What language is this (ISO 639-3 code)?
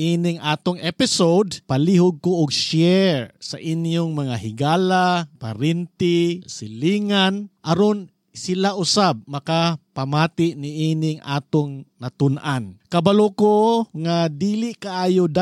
ceb